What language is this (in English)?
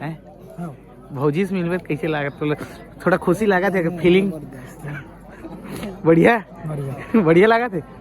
Chhattisgarhi